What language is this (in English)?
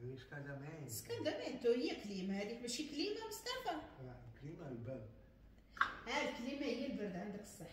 Moroccan Arabic